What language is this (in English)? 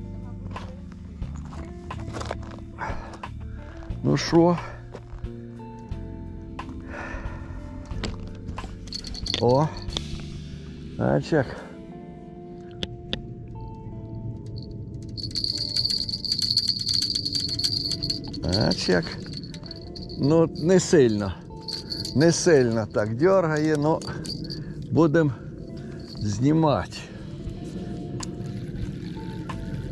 Ukrainian